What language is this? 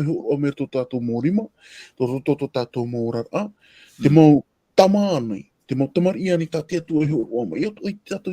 Tahitian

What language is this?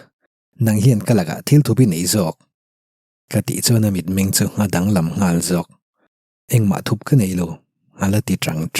Mizo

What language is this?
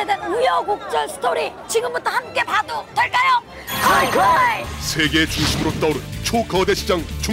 Korean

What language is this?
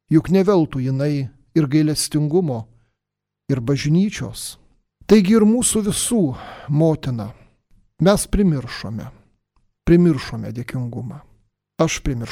Lithuanian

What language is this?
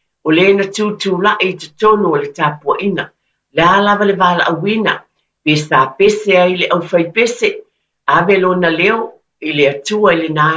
Samoan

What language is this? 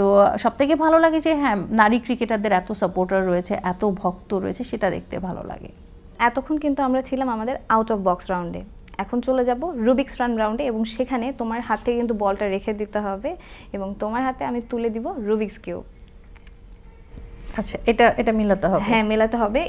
Bangla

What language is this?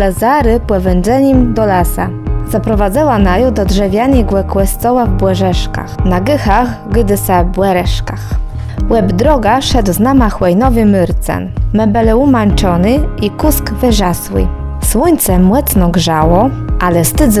Kashubian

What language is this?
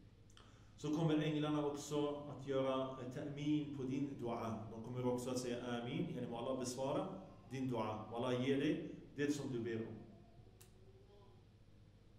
Swedish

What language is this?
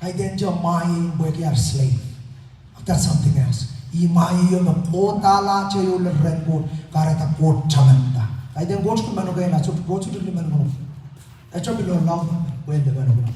Pohnpeian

